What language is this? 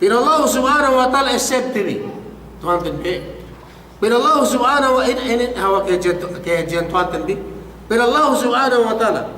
Yakan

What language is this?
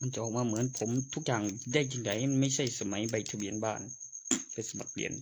Northeastern Thai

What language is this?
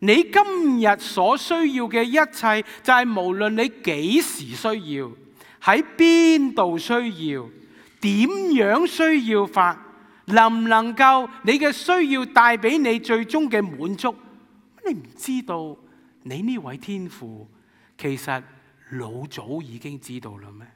Cantonese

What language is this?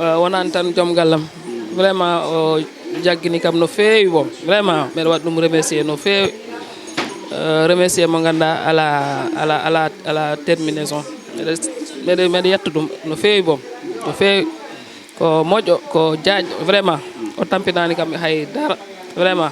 Fula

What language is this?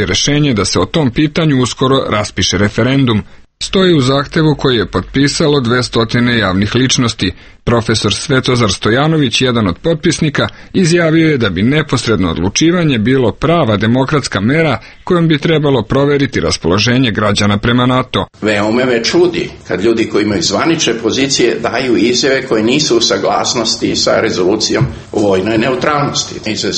Serbian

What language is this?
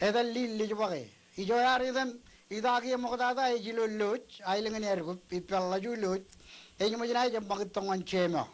Marshallese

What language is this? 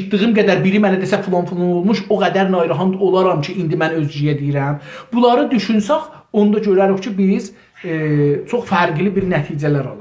South Azerbaijani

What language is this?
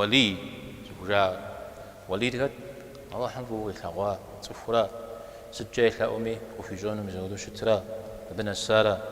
Kabardian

